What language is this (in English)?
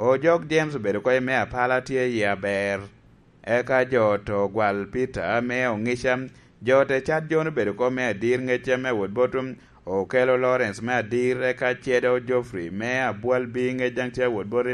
Lango (Uganda)